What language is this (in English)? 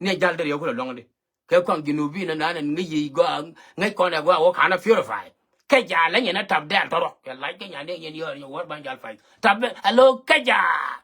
Nuer